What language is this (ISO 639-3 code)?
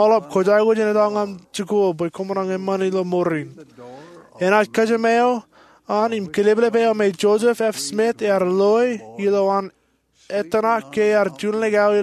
mah